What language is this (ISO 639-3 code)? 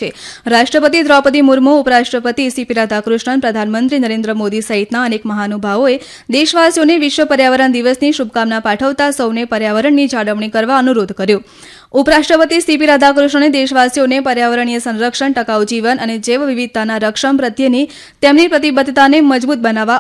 guj